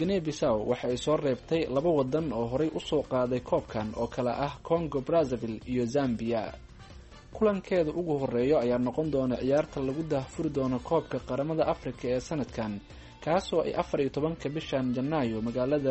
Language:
Somali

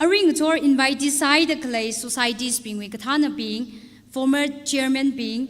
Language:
Tangkhul Naga (India)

